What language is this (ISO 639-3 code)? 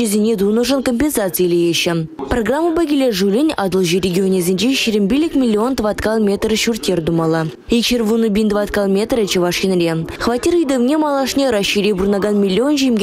chv